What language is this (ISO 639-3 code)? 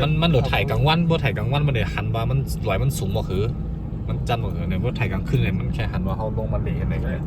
shn